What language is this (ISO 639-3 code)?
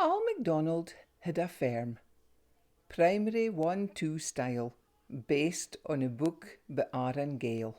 sco